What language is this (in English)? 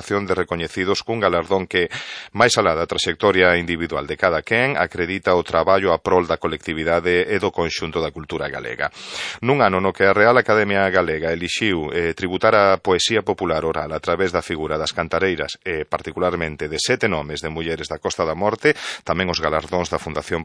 Galician